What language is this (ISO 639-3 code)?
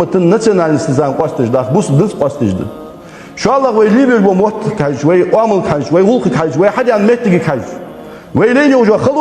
inh